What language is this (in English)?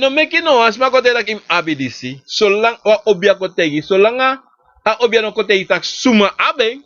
Sranan Tongo